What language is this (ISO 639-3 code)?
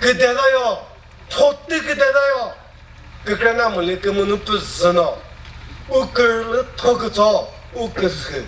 nri